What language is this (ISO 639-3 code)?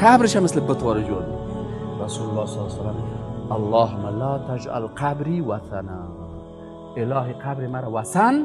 fas